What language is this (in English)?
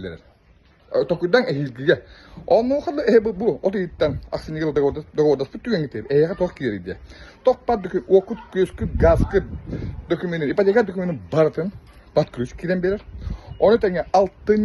Yakut